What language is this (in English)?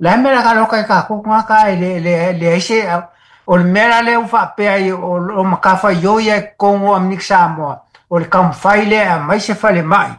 Samoan